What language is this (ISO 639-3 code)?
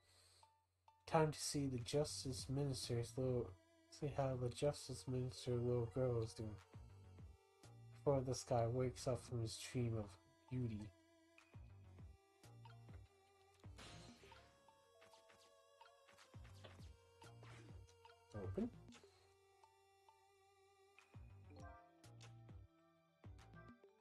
eng